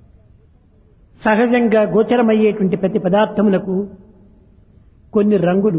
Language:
Telugu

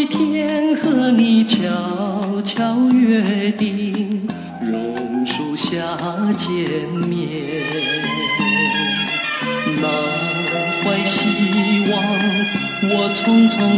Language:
Chinese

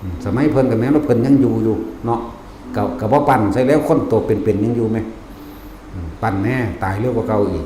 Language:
Northeastern Thai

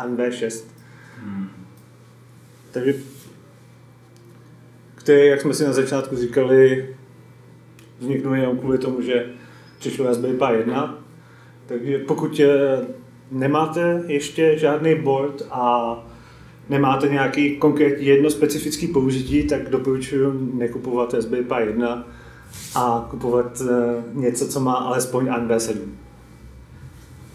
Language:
Czech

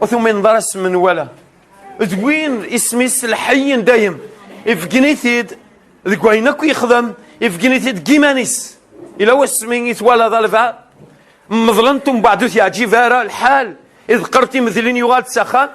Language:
Kabyle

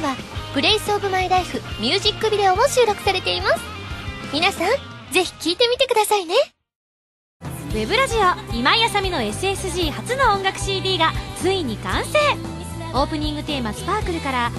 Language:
Japanese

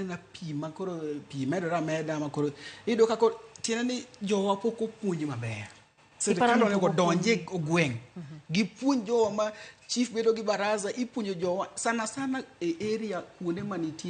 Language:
Luo (Kenya and Tanzania)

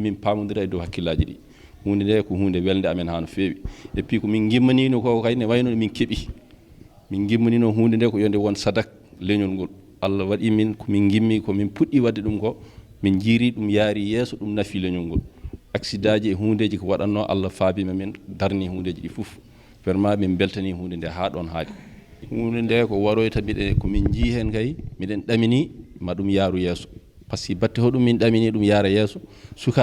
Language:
Fula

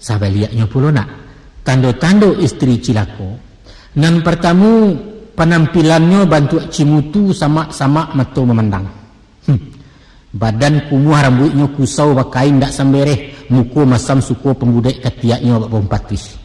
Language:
Minangkabau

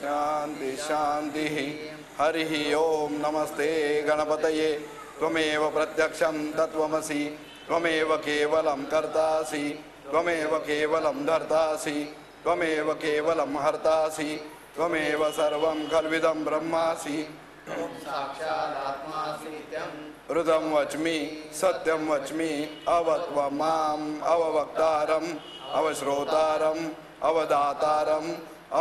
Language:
Sanskrit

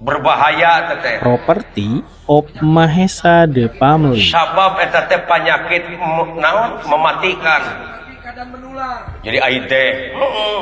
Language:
Sundanese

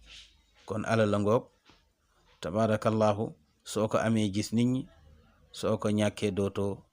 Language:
Wolof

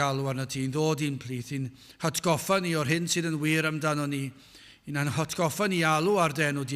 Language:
Welsh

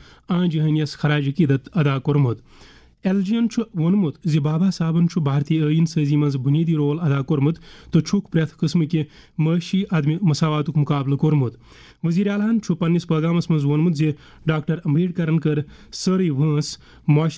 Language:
Kashmiri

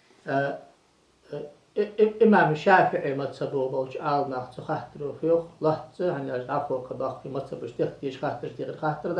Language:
Ingush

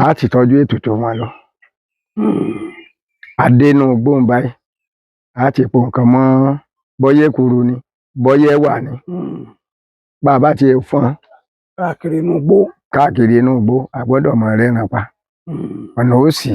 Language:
Yoruba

